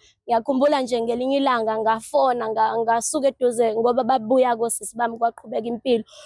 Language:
Zulu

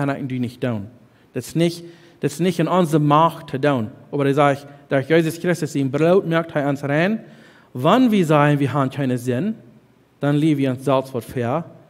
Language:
Plautdietsch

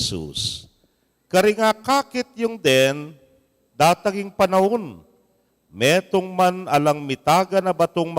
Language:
Pampanga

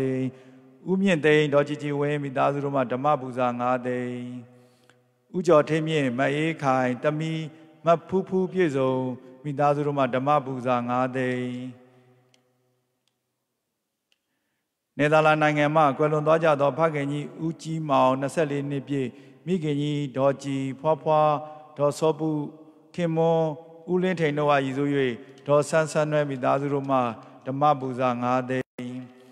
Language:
Burmese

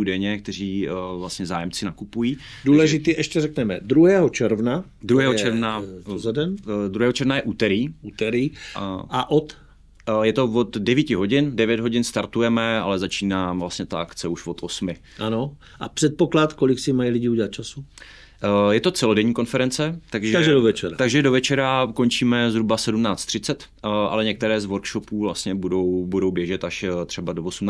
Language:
Czech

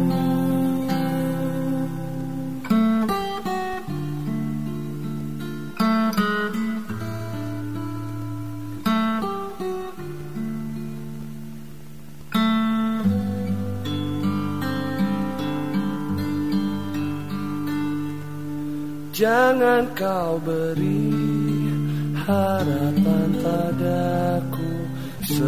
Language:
Indonesian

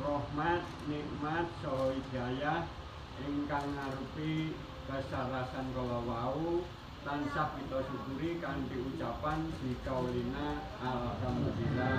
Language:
Javanese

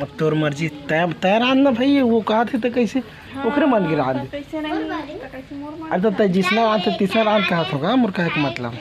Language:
Chhattisgarhi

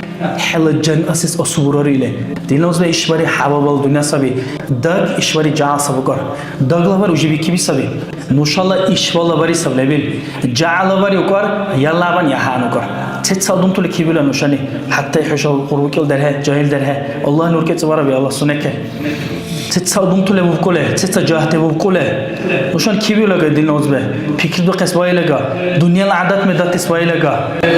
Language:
Dargwa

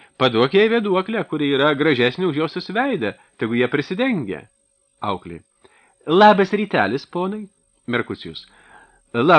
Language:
Lithuanian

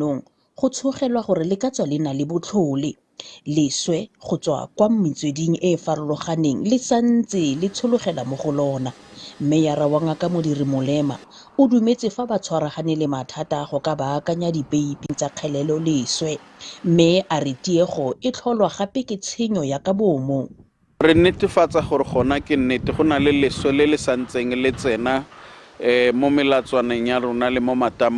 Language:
Tswana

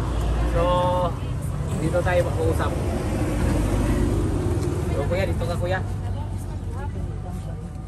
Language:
Filipino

